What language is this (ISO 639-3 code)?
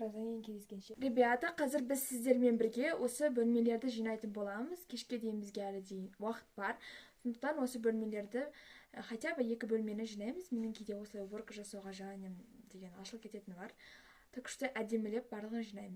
kaz